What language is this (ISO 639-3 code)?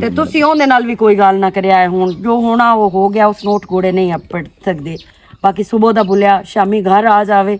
lah